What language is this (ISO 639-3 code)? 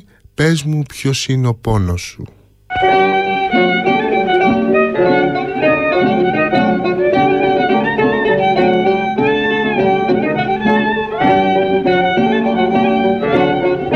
ell